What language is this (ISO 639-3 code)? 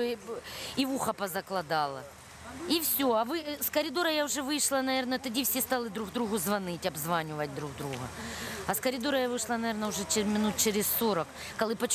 ukr